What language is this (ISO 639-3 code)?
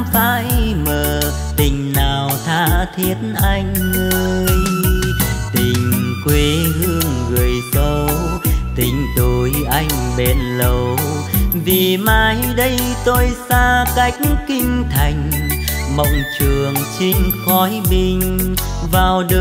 vie